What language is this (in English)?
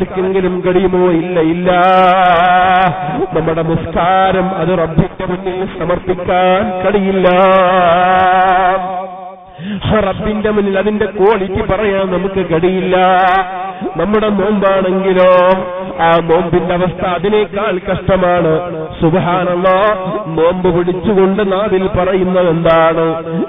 Malayalam